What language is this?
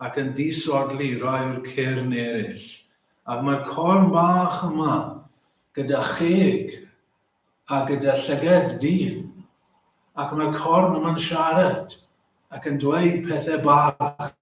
Welsh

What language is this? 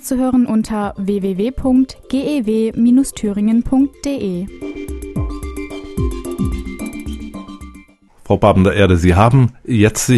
German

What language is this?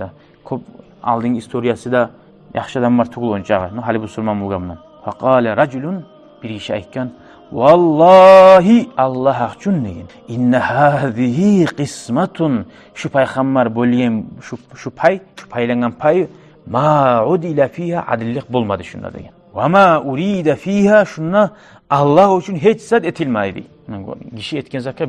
Kumyk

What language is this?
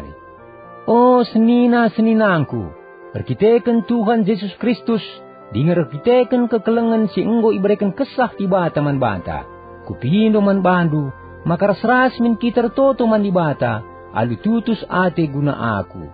Batak Karo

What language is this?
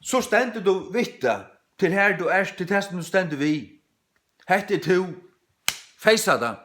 Faroese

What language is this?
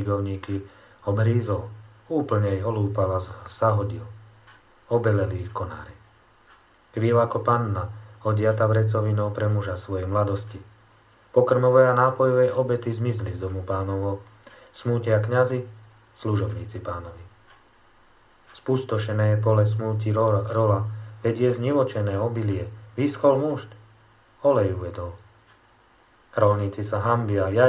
Slovak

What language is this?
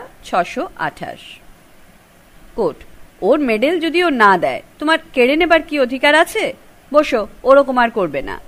Bangla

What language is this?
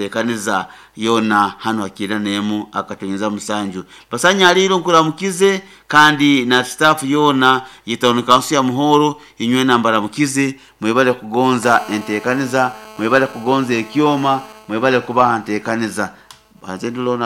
Nyoro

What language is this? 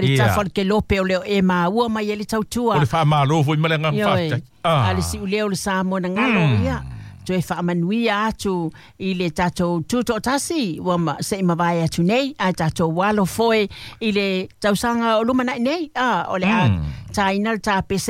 Samoan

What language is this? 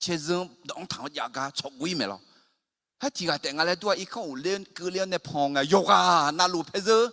Akha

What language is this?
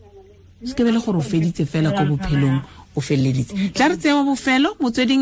Tswana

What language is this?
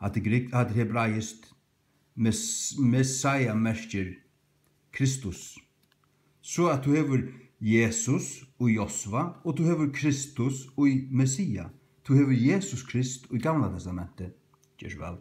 Faroese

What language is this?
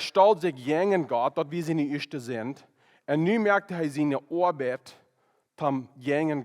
Plautdietsch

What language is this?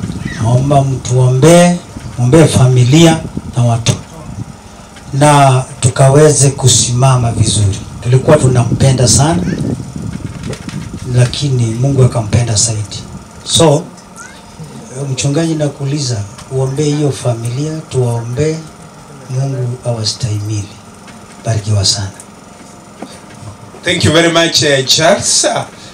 Swahili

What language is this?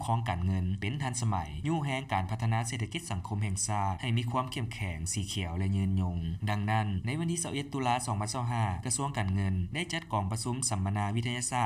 Lao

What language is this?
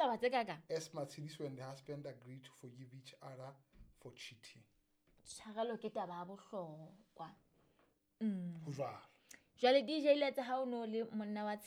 Southern Sotho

